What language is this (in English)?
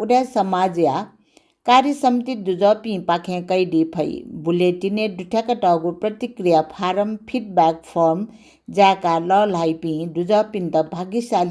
Newari